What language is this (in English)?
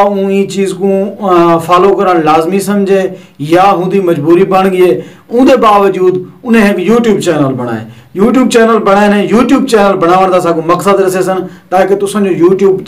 Saraiki